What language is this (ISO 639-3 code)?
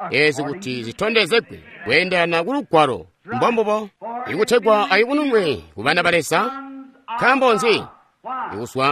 toi